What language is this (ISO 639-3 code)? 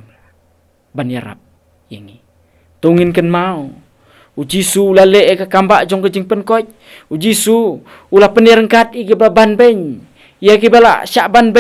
kha